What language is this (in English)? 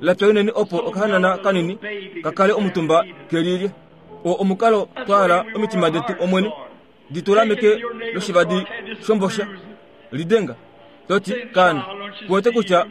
Kuanyama